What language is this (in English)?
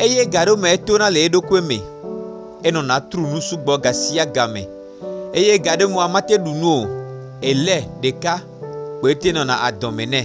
Gen